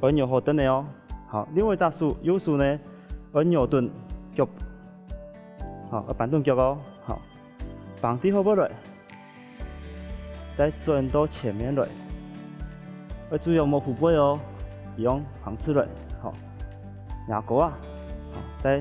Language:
Hakka Chinese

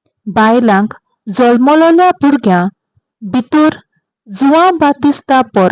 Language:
Konkani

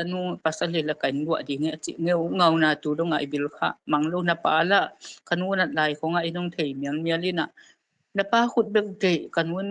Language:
Tedim Chin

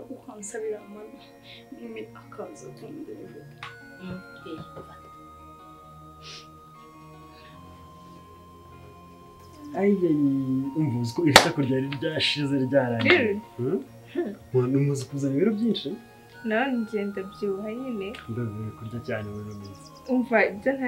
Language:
Kinyarwanda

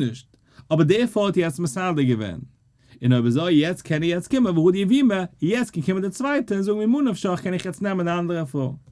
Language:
Yiddish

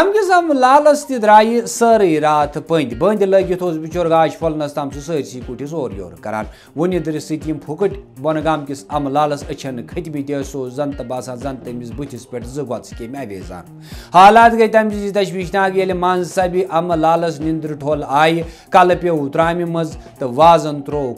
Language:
Kashmiri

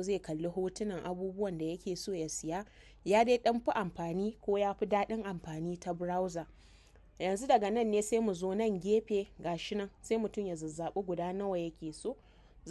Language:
Hausa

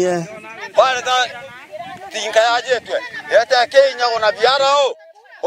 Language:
Meru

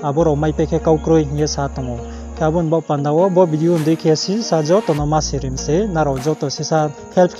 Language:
Riang (India)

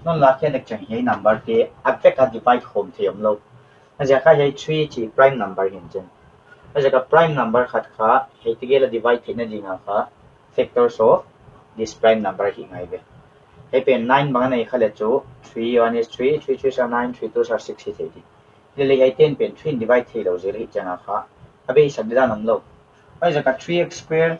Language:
Paite Chin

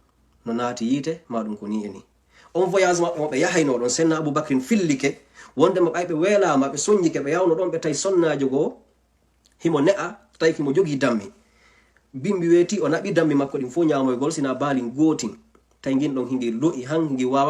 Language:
Fula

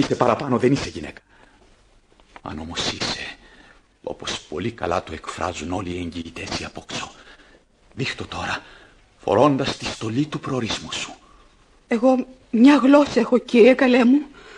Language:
Greek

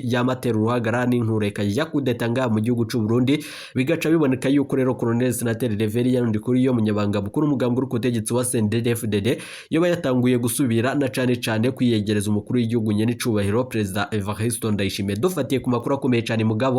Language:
Rundi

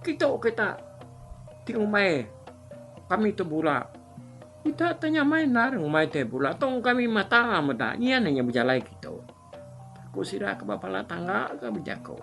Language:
Iban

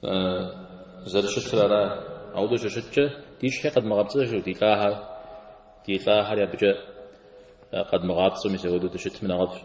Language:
Kabardian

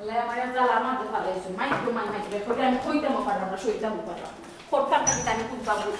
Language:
Sylheti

